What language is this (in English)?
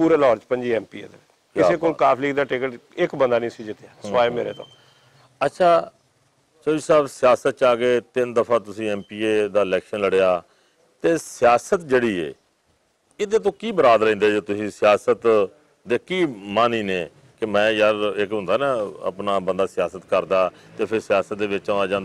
Western Panjabi